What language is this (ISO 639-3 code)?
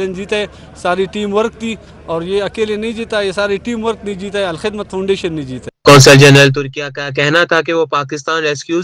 urd